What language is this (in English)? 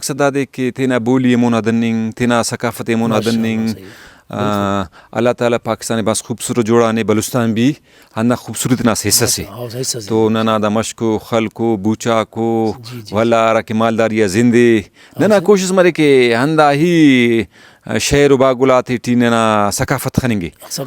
Brahui